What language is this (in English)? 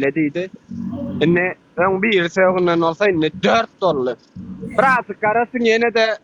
Turkmen